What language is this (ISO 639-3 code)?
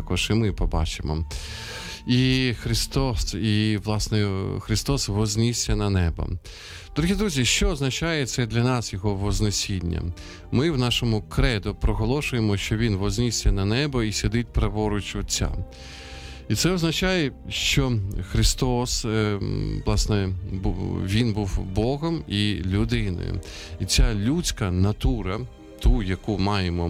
ukr